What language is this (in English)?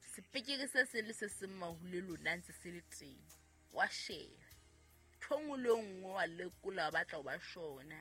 Southern Sotho